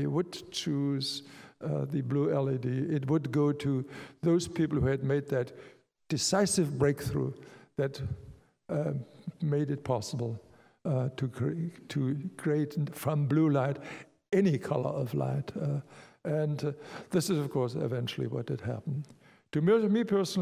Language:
English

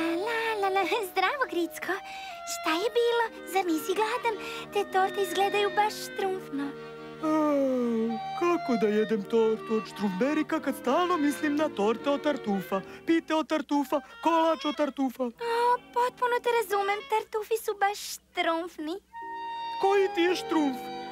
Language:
Serbian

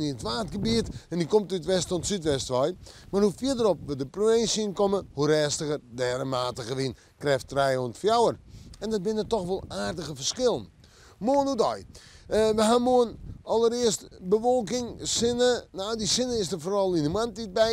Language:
Western Frisian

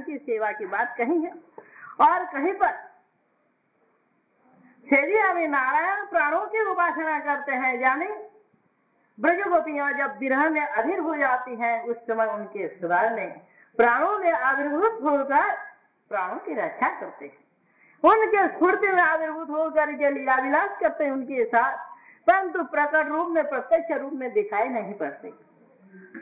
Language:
Hindi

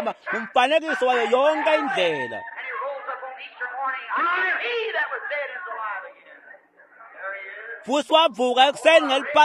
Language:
Swati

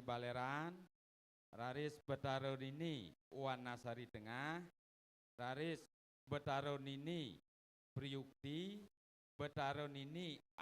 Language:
Balinese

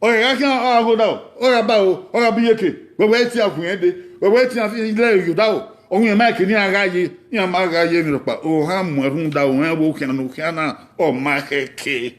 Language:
Bini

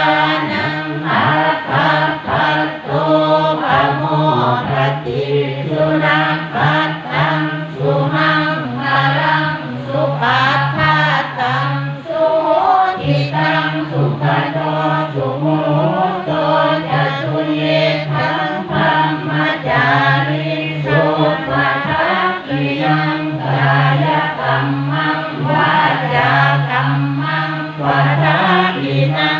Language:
Pali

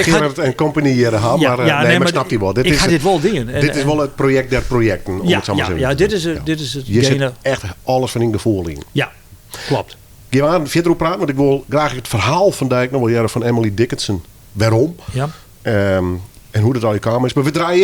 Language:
Western Frisian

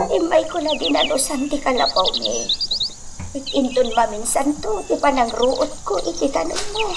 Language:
Iloko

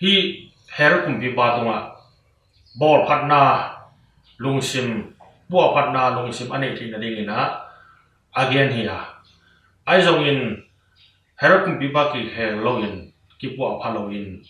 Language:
Tedim Chin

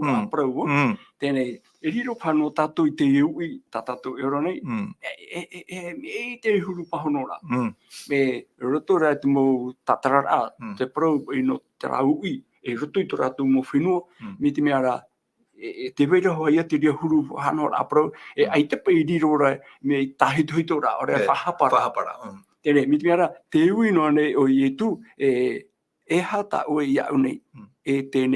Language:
Tahitian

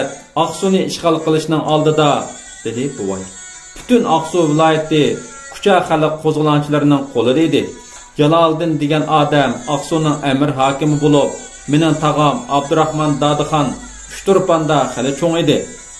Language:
Uyghur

